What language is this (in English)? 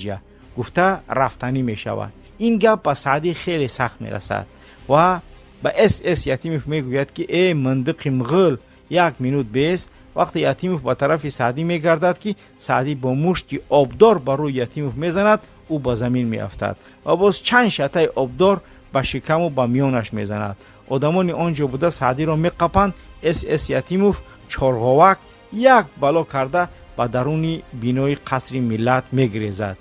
Tajik